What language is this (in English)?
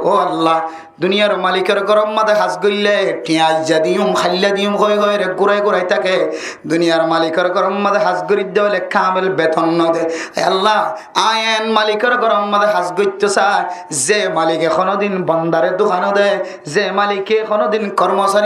Rohingya